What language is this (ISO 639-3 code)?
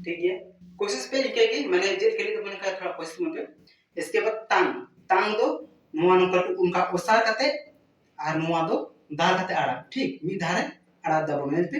sat